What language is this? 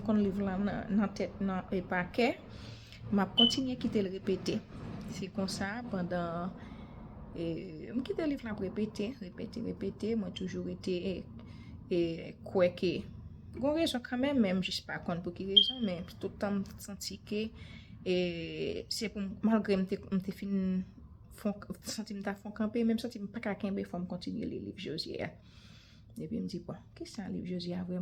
Haitian Creole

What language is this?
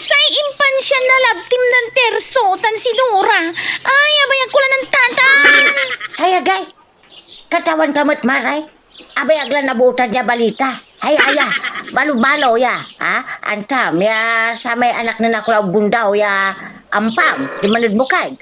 Pangasinan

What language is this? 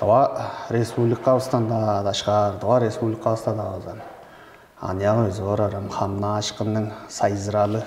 Tuvinian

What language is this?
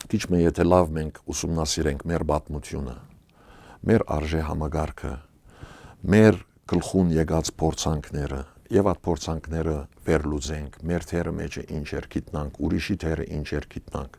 Western Armenian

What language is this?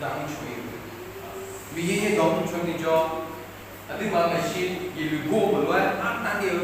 Akha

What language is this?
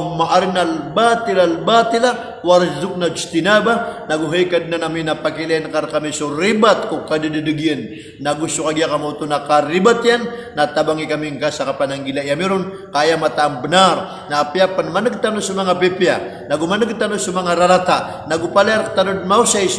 Maranao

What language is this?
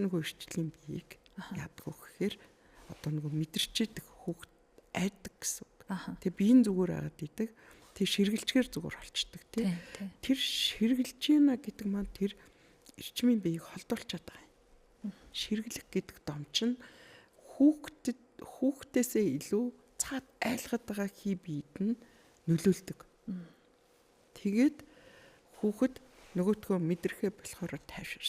Mongolian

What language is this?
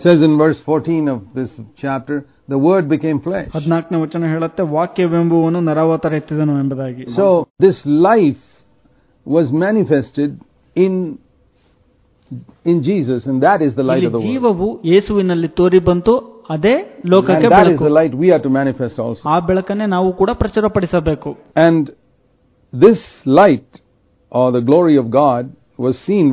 Kannada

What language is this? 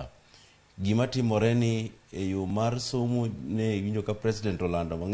Luo (Kenya and Tanzania)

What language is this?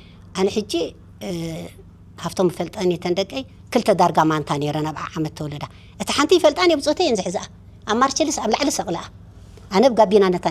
Tigrinya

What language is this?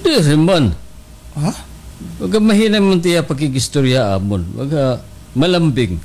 Waray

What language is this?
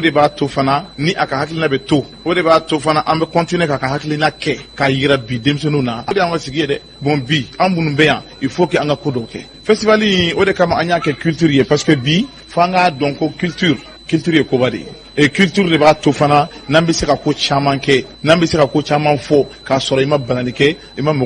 Bambara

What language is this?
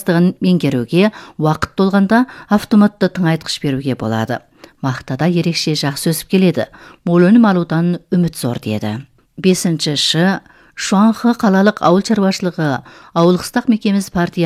Kazakh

